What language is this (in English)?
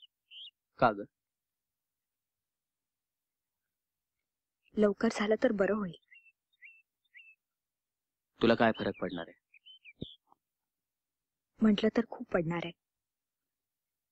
Marathi